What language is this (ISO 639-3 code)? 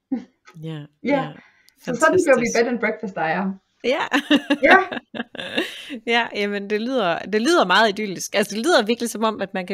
dan